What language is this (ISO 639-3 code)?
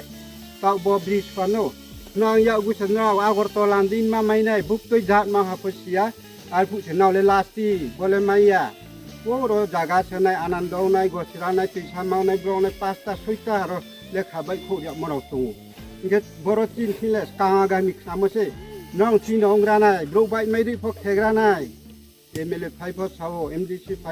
ria